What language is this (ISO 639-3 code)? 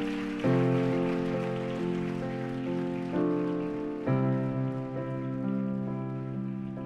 ces